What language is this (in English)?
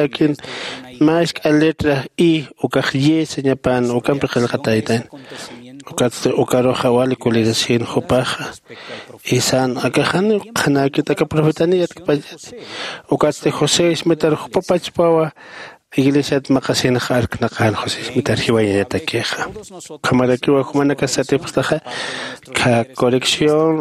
Aymara